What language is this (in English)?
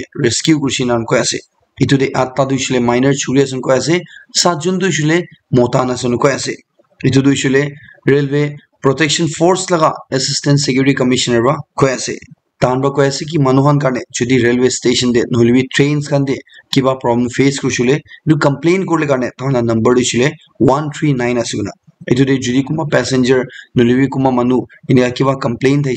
Naga Pidgin